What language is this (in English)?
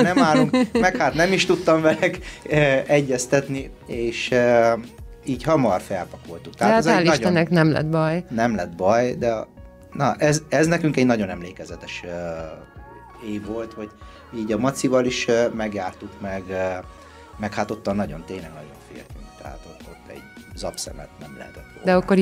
Hungarian